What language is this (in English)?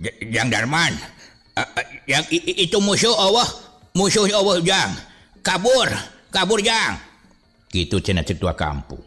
Sundanese